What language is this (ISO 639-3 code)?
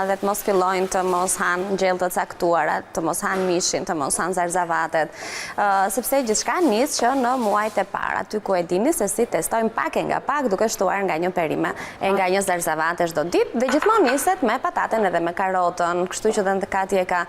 sqi